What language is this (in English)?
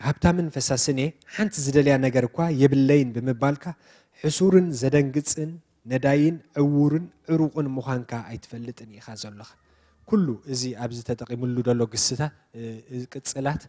Tigrinya